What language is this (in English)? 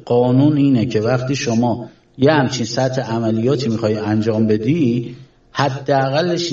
Persian